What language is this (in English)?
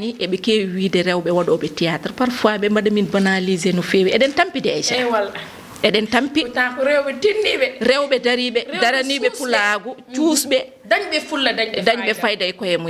Fula